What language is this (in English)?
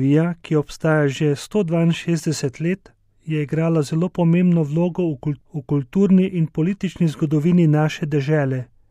Slovenian